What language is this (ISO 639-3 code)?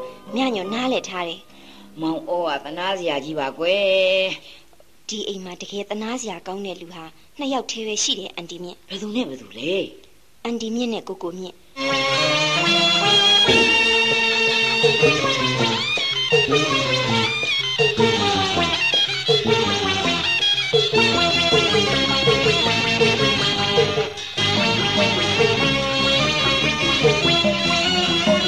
mya